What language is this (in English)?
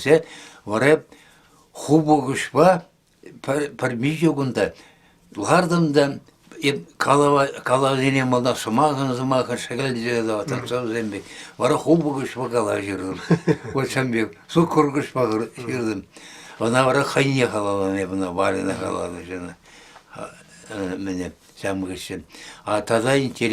Chuvash